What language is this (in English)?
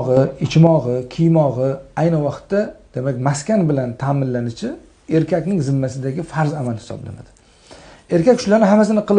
Uzbek